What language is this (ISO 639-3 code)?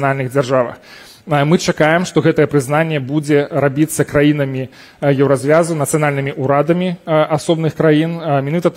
bel